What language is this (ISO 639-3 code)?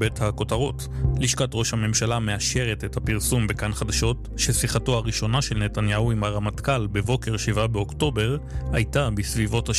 heb